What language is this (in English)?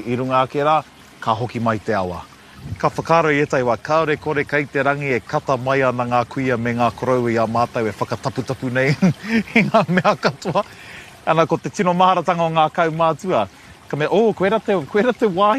Māori